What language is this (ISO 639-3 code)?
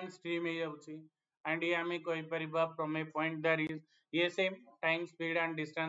ori